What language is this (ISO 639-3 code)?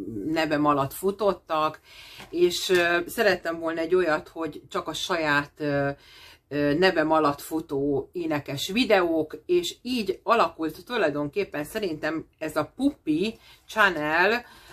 hun